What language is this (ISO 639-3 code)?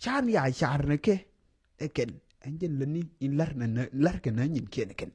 nus